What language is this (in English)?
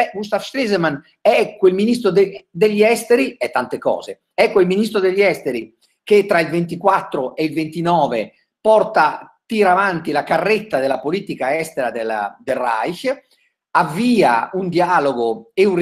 Italian